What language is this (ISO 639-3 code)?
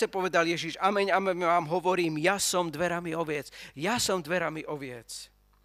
slk